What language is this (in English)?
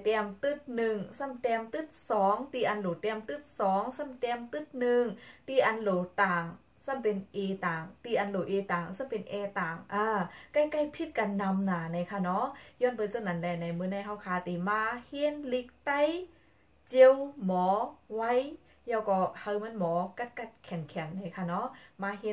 Shan